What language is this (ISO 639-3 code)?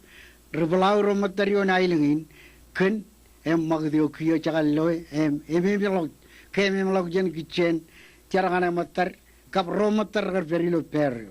mah